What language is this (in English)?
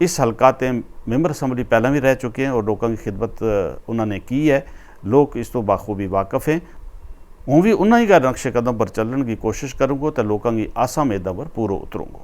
Gujari